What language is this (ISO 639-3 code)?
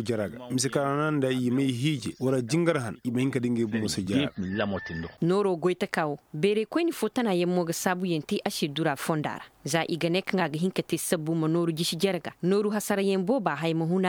ses